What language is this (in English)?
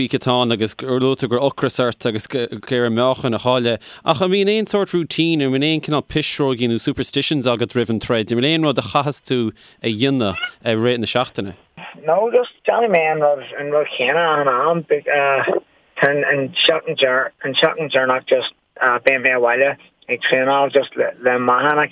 Irish